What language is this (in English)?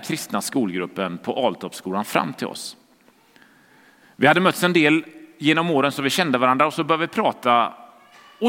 Swedish